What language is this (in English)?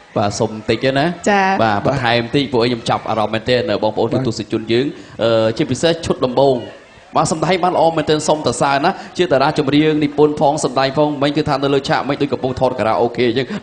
Khmer